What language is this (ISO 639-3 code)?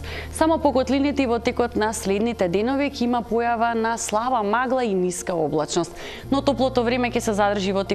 mkd